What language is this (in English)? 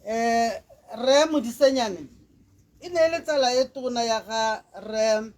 Tswana